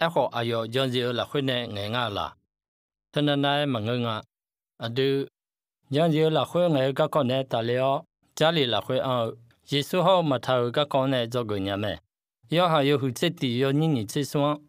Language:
Akha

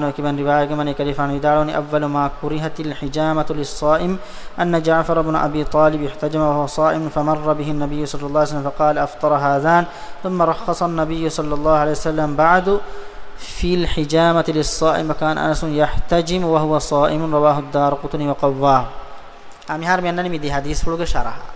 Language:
Divehi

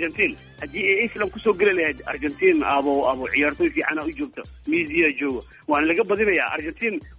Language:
Somali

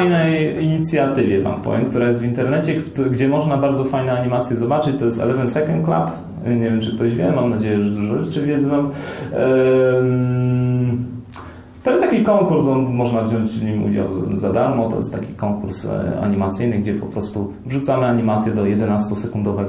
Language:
Polish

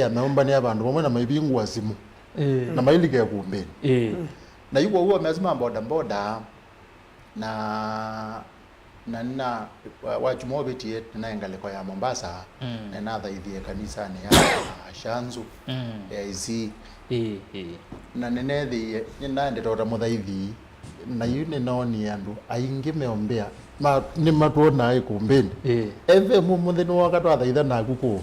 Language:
Kamba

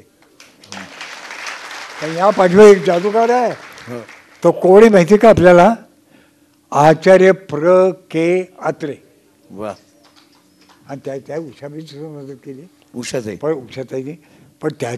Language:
Marathi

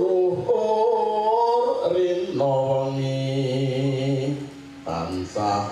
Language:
Javanese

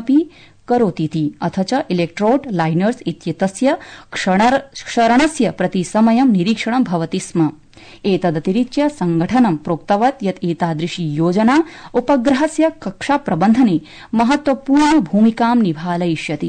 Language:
Sanskrit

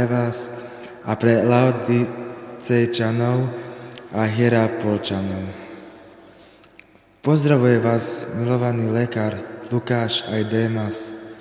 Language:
Slovak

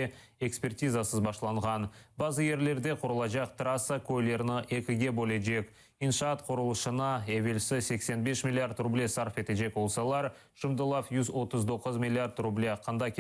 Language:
Crimean Tatar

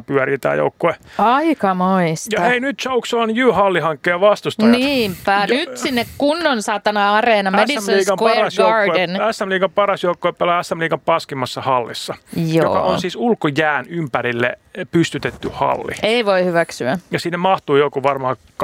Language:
Finnish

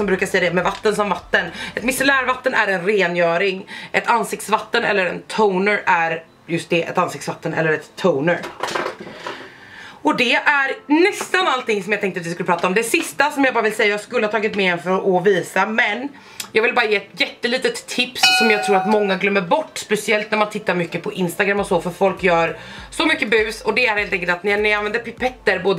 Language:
Swedish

